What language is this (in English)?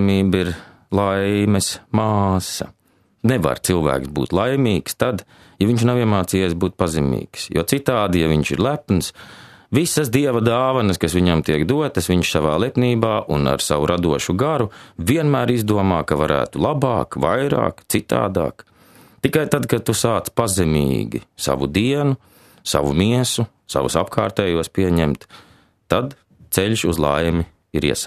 Latvian